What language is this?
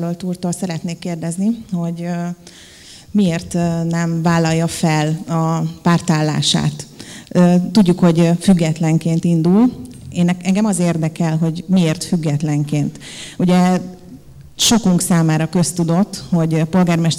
Hungarian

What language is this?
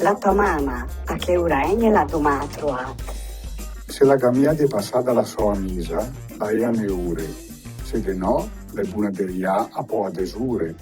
Lombard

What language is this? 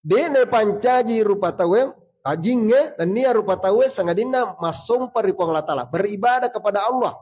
Buginese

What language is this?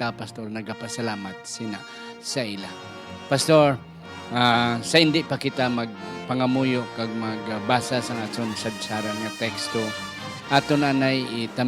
Hiligaynon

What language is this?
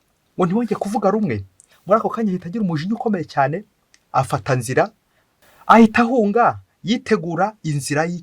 Kinyarwanda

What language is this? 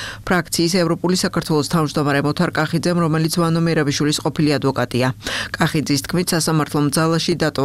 Georgian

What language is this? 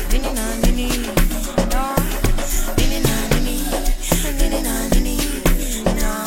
Swahili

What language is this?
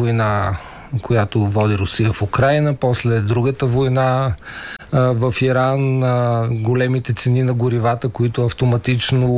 Bulgarian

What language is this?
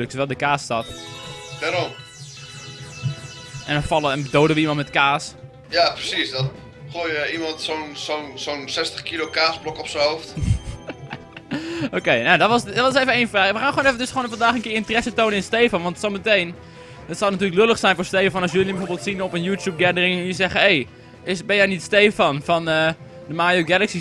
Dutch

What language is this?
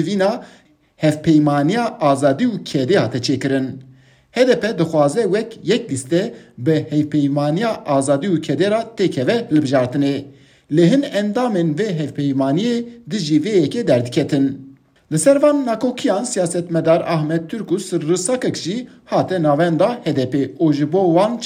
Kurdish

